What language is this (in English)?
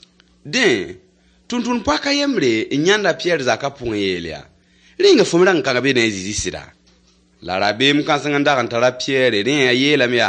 Mossi